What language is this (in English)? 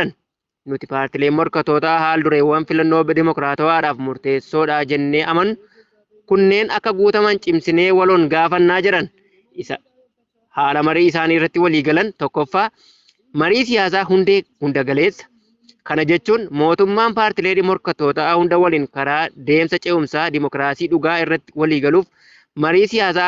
Oromo